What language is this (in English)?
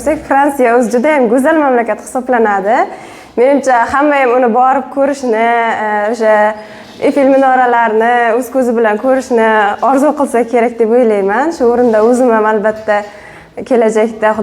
Uzbek